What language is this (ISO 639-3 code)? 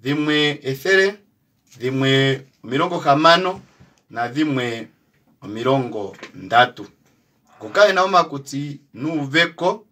kua